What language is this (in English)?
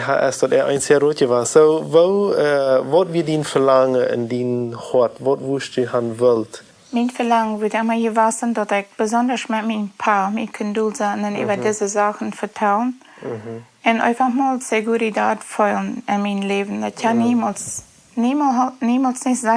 Plautdietsch